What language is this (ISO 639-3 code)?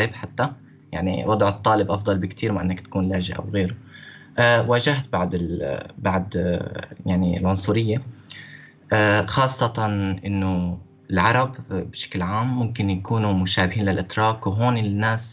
apc